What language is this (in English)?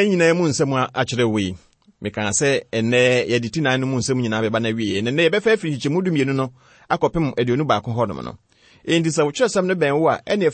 Akan